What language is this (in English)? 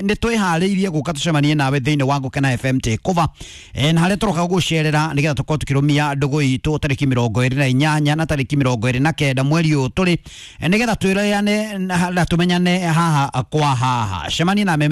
Kikuyu